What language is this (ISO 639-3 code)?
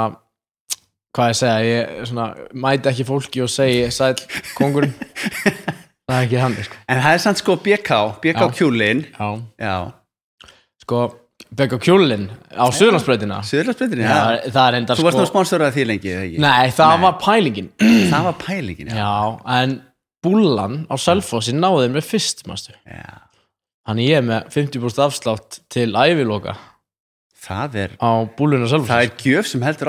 isl